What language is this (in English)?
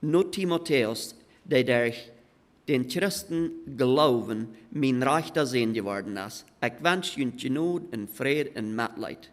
Plautdietsch